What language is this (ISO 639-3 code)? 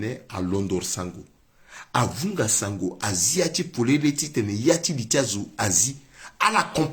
sag